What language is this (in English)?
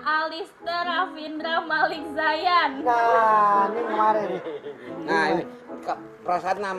Betawi